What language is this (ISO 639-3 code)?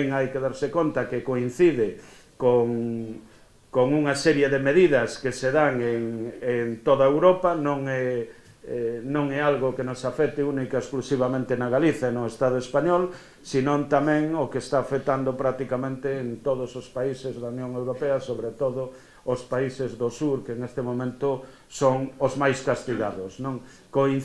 glg